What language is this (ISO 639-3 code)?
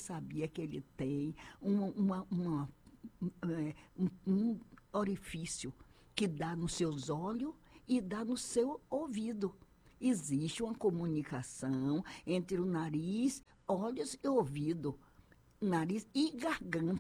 por